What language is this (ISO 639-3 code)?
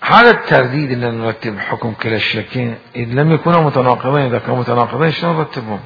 acm